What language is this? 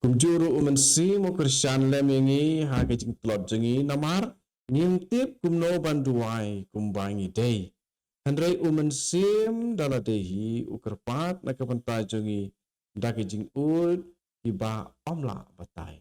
Khasi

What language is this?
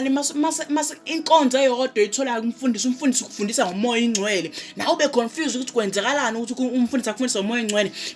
Zulu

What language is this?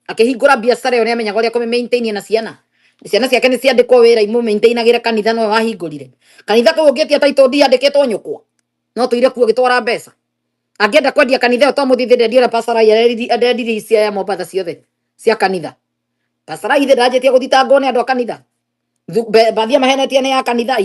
Kikuyu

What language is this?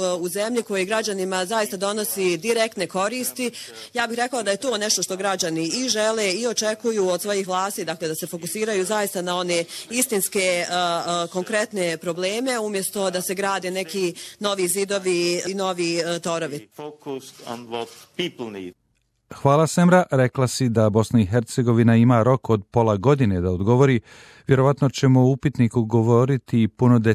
Bosnian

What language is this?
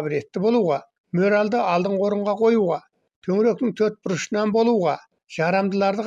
Kazakh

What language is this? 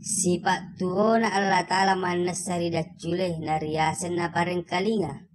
Buginese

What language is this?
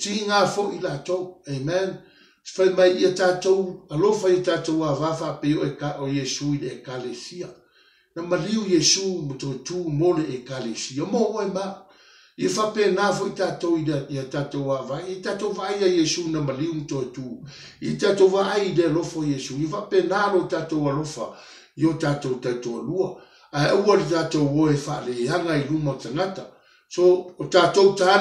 Samoan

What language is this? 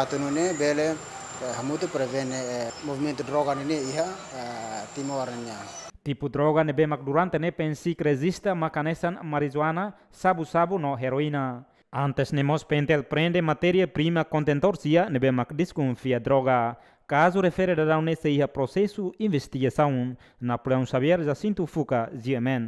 Tetum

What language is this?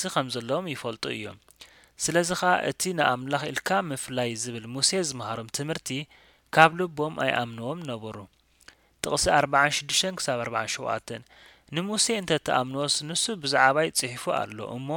Tigrinya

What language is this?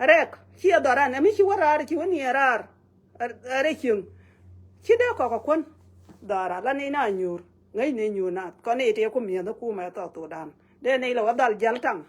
Nuer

